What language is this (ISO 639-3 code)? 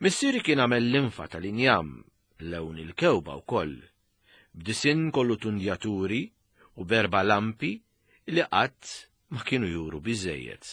mlt